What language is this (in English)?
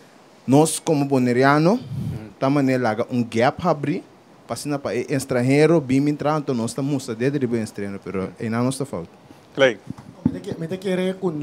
Papiamento